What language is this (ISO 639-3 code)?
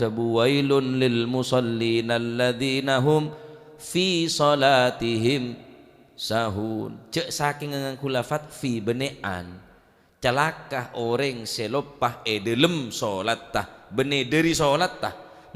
mad